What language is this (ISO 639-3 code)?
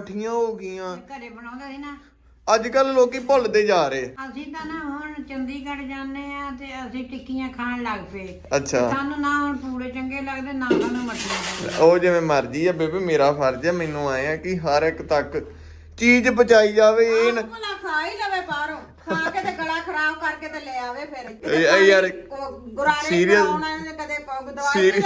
pan